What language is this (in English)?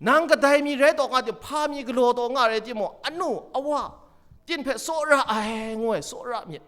Kachin